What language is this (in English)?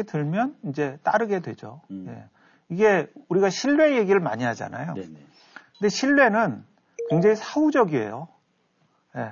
Korean